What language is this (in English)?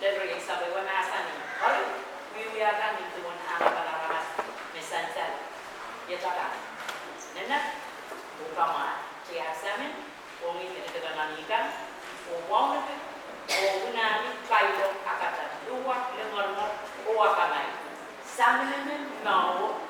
Pohnpeian